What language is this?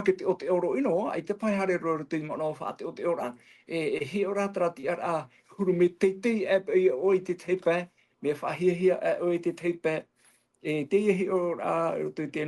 Tahitian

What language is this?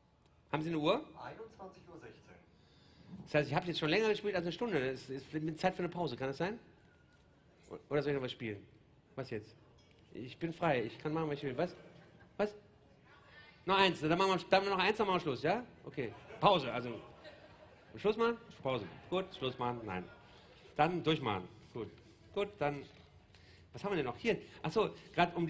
German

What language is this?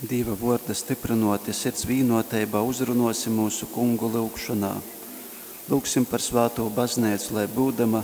Latgalian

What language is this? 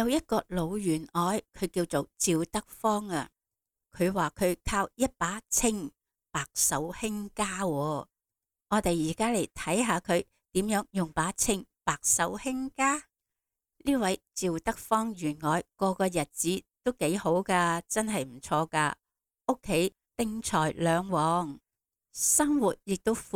Cantonese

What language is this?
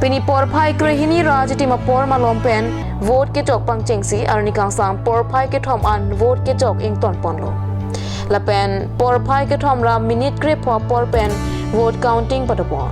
Karbi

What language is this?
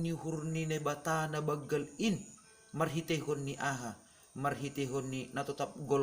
Batak Simalungun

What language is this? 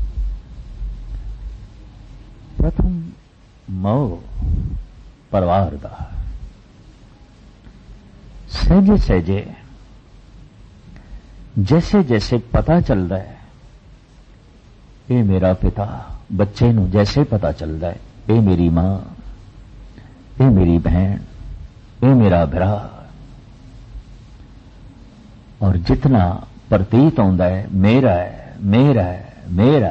Punjabi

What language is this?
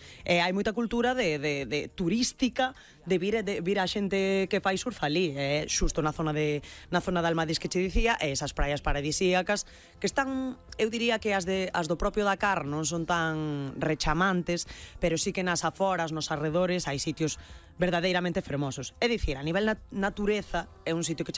Galician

